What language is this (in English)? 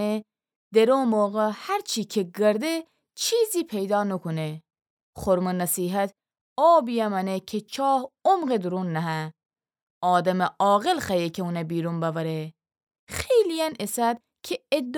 Gilaki